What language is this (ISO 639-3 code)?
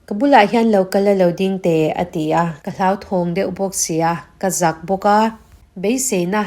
lus